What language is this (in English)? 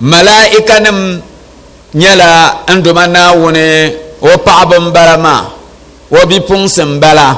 Dagbani